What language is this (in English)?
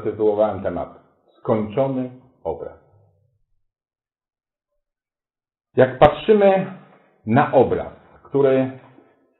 Polish